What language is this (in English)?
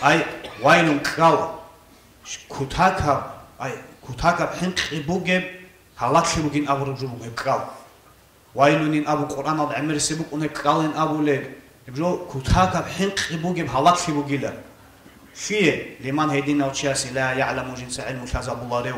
Avaric